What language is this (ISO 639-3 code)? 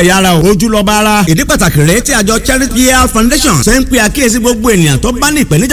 yor